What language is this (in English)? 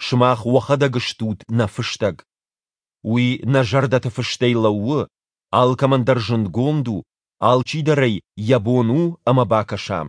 Ossetic